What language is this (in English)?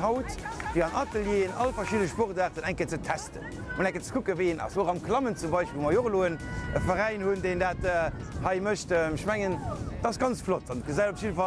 Luxembourgish